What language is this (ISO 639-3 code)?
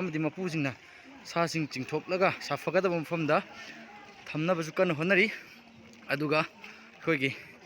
mni